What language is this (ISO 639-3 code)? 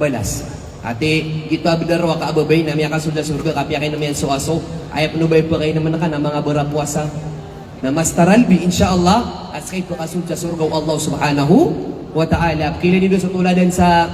mrw